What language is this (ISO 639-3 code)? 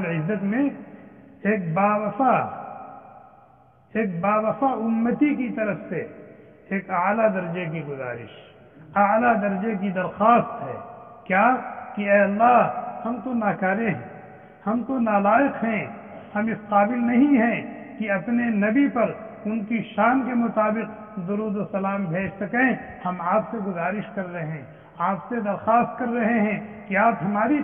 urd